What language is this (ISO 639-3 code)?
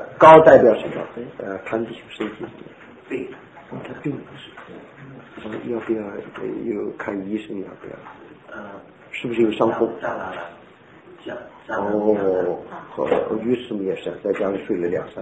zho